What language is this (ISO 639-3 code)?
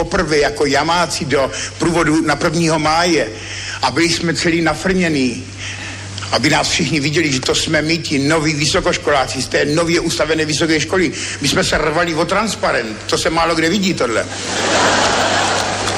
ces